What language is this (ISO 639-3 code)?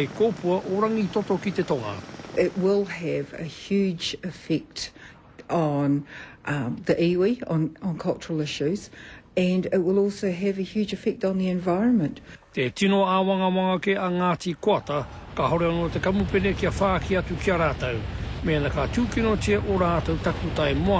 mri